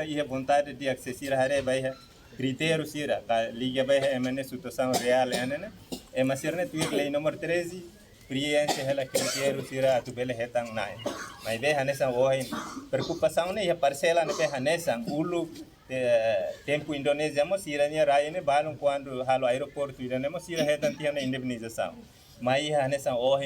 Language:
Tetum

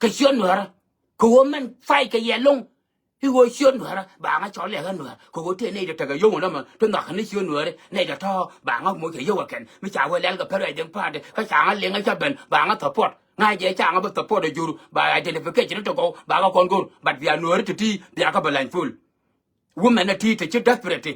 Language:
Nuer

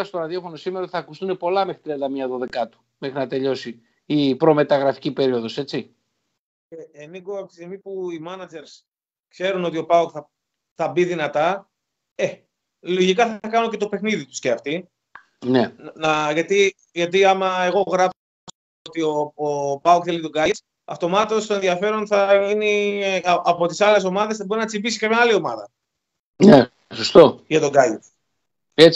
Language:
Greek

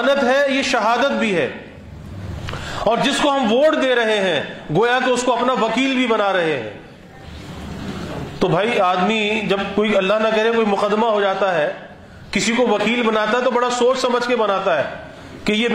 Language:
Urdu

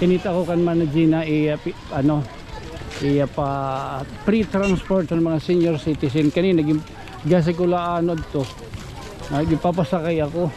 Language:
Waray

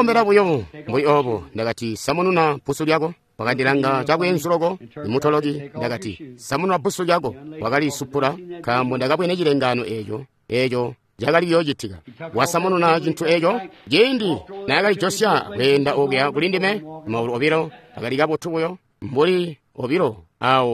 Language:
Tonga (Zambia)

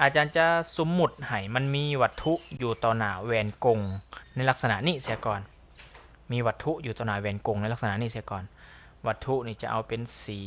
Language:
Lao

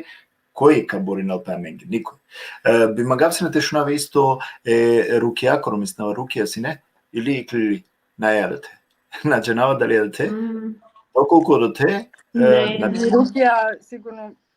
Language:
Balkan Romani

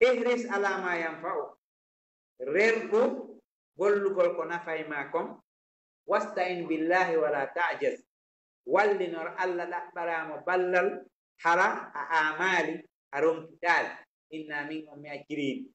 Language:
Fula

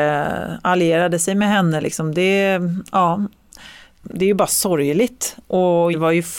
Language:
Swedish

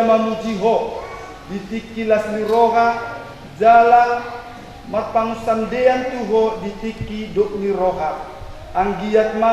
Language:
Batak Toba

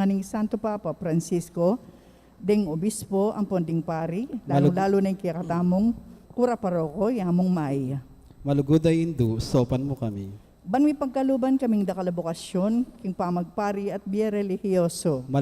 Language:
Pampanga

